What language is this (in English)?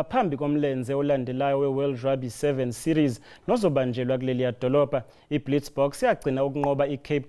Zulu